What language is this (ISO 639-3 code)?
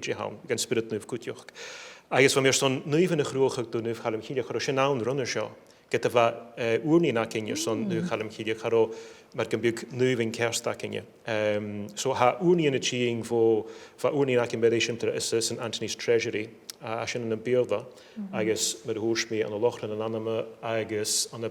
gla